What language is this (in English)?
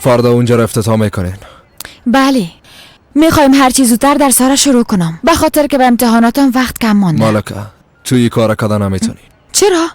Persian